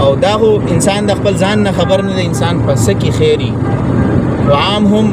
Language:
Pashto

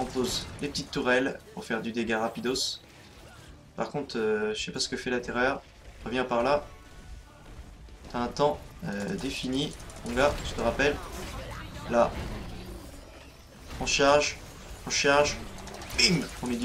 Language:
French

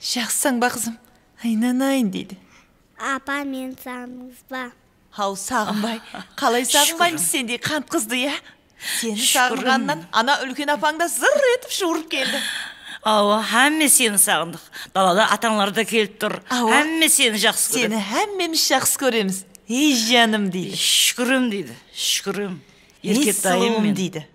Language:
Kara-Kalpak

